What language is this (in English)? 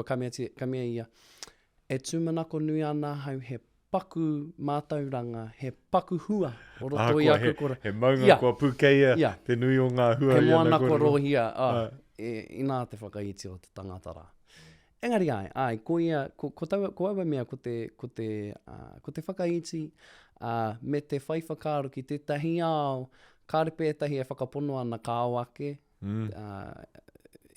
Māori